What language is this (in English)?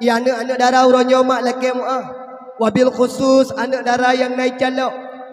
Achinese